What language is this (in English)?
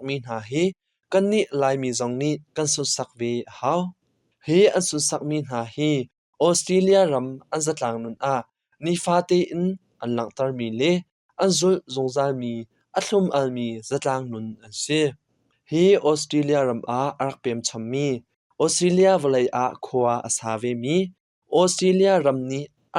Hakha Chin